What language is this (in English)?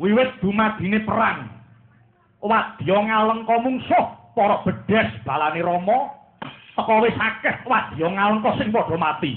Javanese